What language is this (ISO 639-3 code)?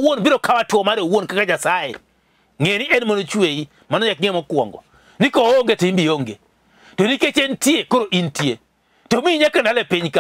luo